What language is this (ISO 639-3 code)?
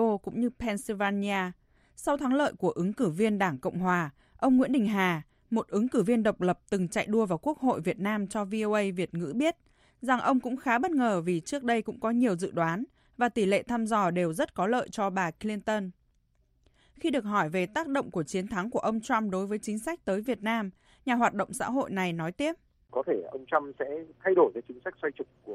vie